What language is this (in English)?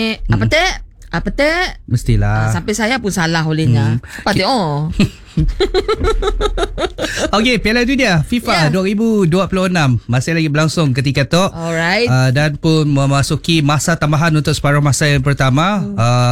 Malay